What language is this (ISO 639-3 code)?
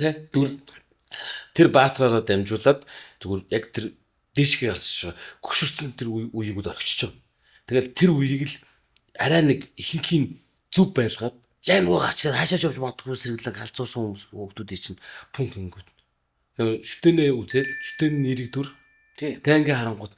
mon